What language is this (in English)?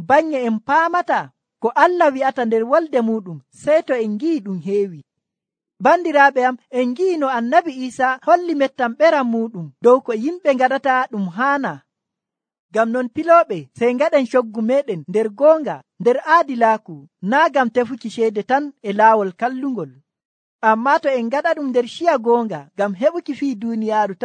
Nigerian Fulfulde